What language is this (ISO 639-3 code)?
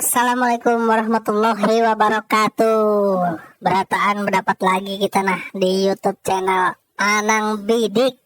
bjn